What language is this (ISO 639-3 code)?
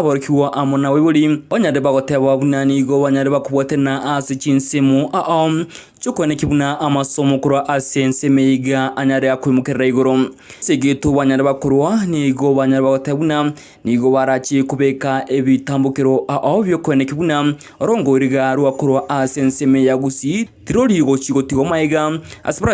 guz